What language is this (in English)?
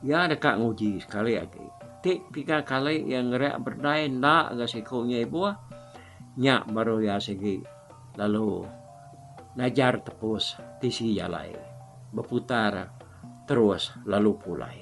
Iban